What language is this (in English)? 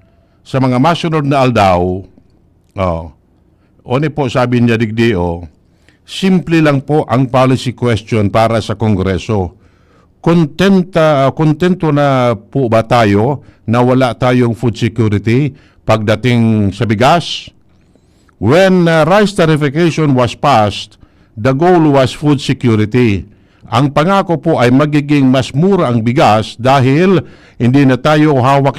Bikol